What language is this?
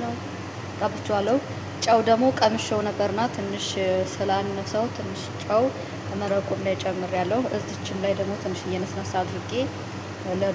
Amharic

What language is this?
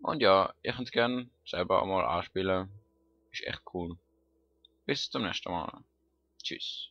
Swiss German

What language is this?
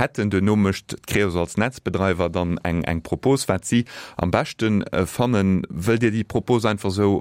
Luxembourgish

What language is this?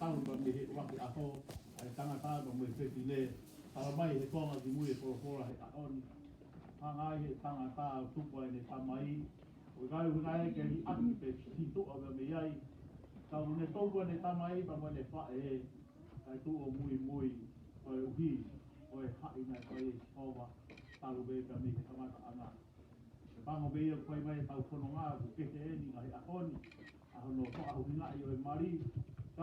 Tongan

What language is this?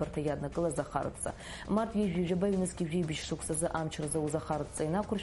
Abkhazian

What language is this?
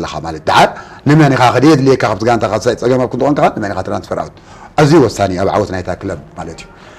Tigrinya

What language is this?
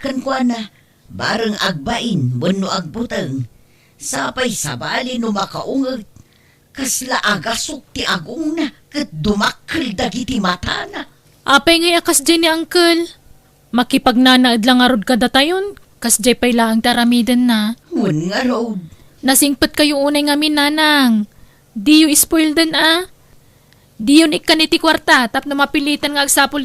Iloko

